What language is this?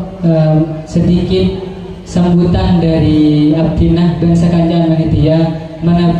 Madurese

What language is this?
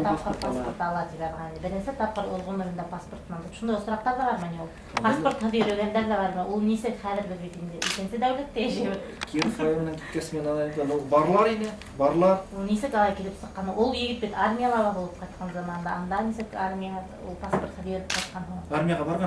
Bashkir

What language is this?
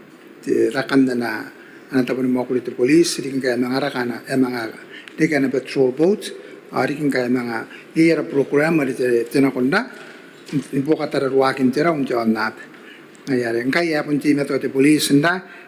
Gilbertese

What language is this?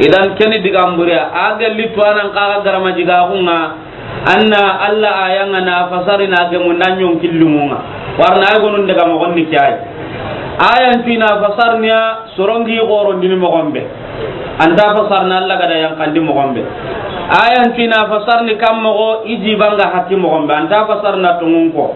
Soninke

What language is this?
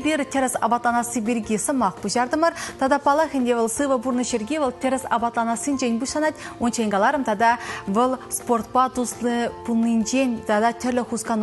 Chuvash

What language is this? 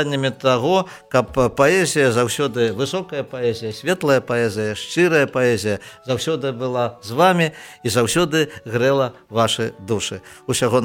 Belarusian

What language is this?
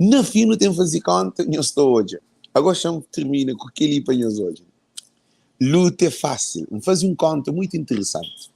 Kabuverdianu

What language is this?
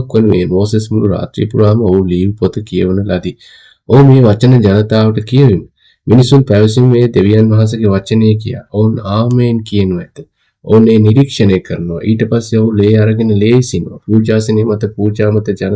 Sinhala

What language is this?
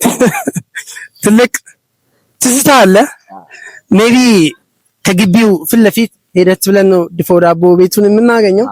Amharic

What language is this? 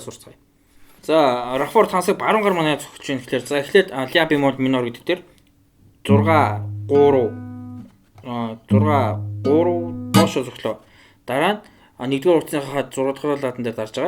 Mongolian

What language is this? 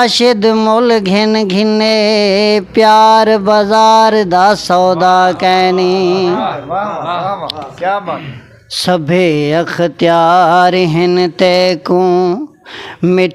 Saraiki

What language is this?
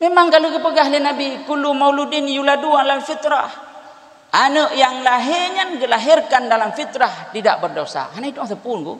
Achinese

